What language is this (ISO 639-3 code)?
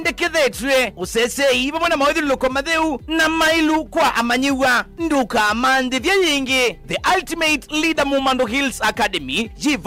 kam